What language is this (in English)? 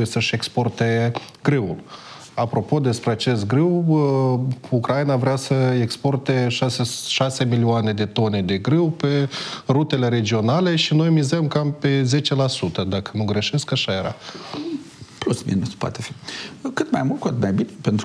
Romanian